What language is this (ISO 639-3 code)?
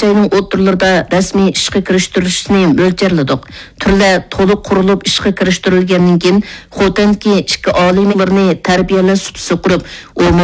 uig